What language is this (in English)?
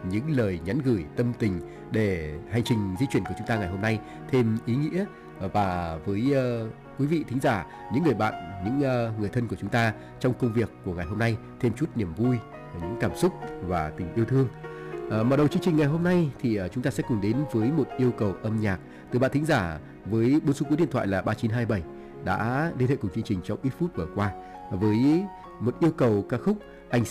Vietnamese